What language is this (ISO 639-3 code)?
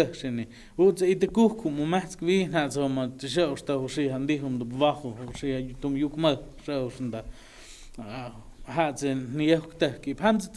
mto